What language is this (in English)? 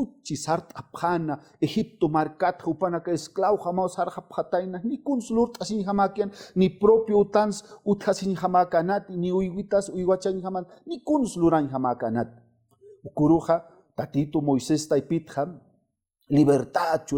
Aymara